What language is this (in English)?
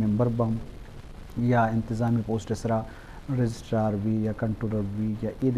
Eastern Balochi